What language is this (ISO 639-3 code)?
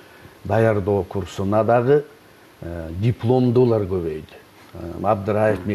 kir